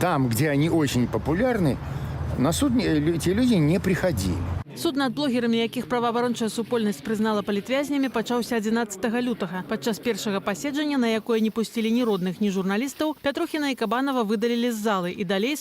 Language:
Belarusian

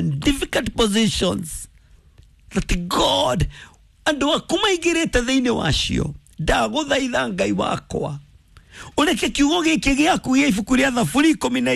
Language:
Kikuyu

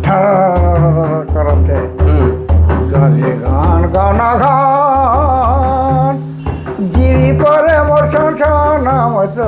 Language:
Sadri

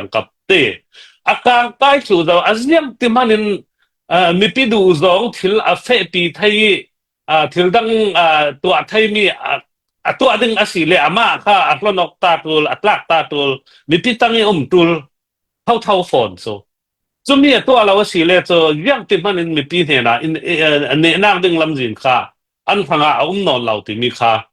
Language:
Falam Chin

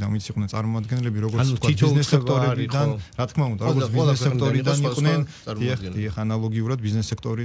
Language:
Georgian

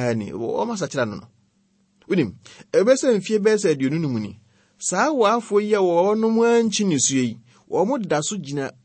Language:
Akan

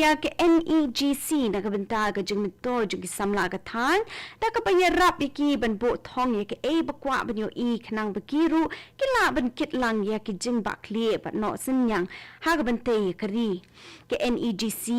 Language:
Khasi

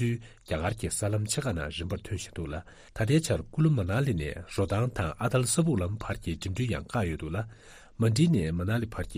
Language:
Tibetan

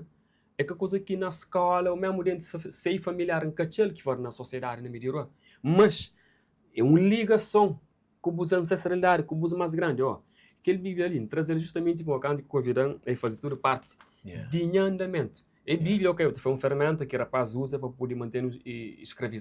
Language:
Kabuverdianu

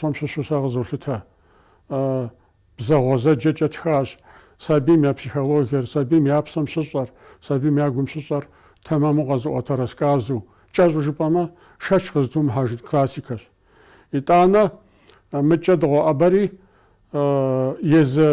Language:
Kabardian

